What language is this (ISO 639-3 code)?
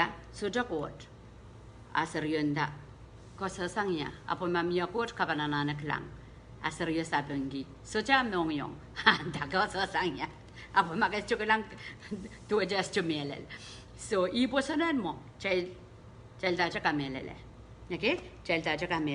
pon